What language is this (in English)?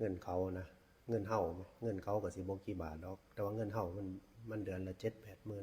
Northeastern Thai